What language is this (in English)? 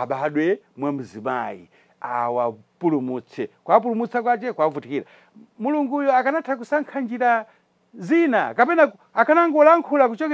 Nyanja